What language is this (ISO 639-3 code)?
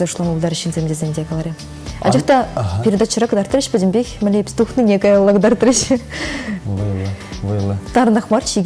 chv